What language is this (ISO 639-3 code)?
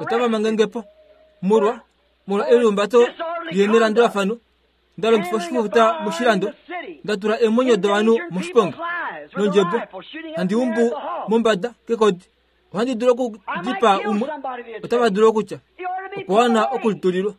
kua